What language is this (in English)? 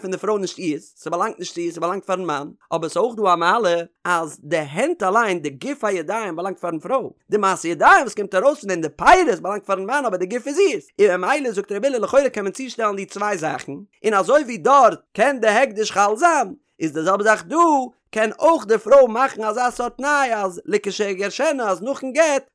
Yiddish